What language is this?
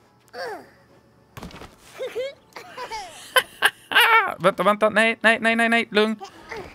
Swedish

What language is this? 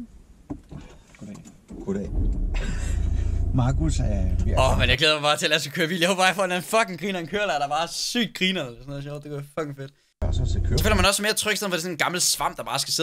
Danish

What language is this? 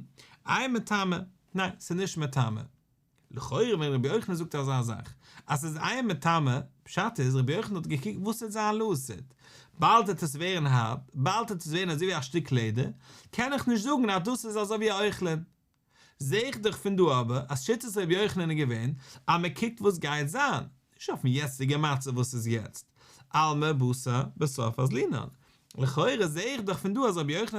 Yiddish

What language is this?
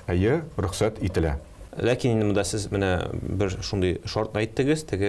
Tatar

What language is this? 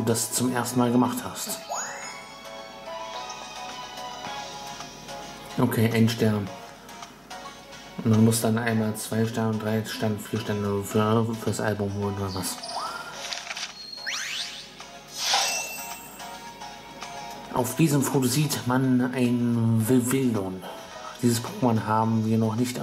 German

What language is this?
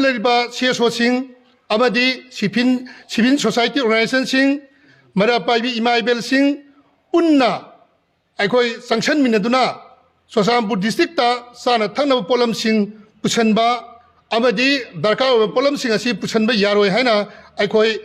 Manipuri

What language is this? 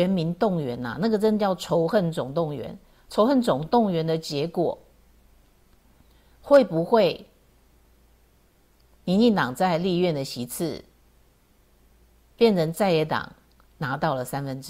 Chinese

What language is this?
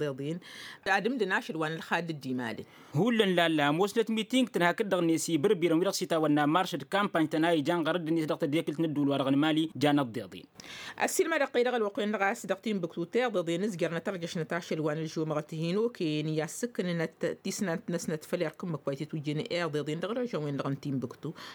Tamasheq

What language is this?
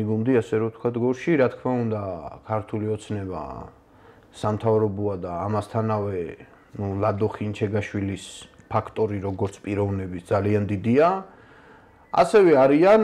Georgian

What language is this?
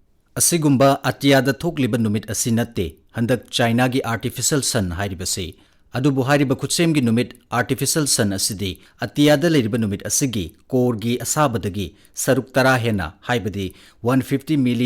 Manipuri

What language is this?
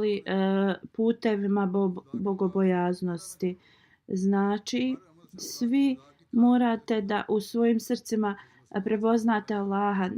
Bosnian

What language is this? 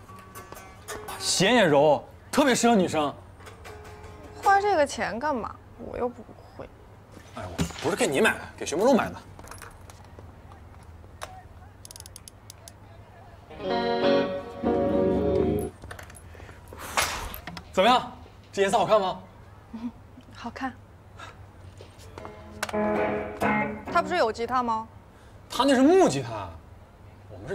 Chinese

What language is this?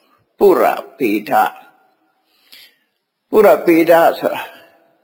Burmese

